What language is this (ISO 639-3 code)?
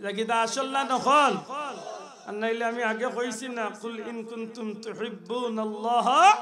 syl